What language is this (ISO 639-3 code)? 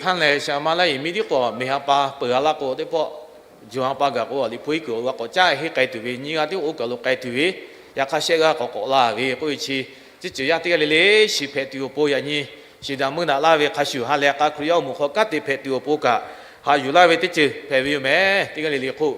lhu